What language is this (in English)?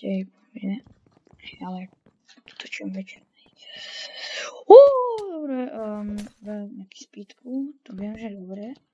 Slovak